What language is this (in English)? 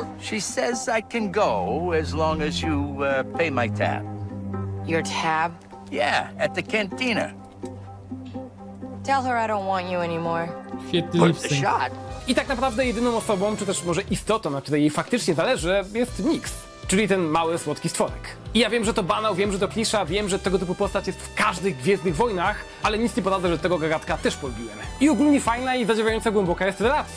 Polish